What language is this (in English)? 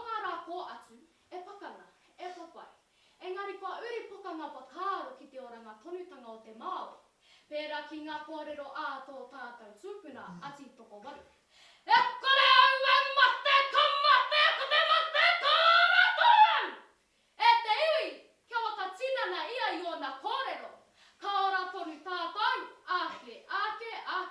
Māori